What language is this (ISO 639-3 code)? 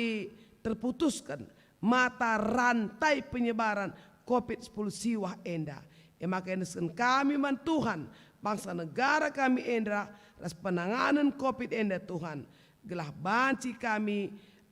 btx